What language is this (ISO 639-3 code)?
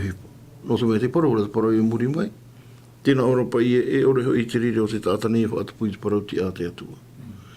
tah